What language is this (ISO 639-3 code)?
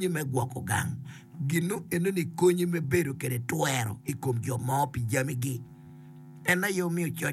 ach